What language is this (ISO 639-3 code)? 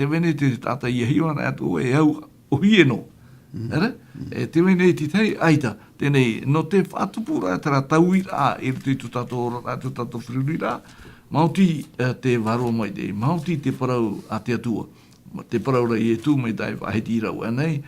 tah